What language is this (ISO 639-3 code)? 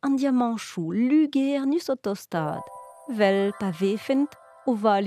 bre